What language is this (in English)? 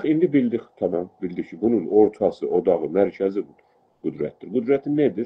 South Azerbaijani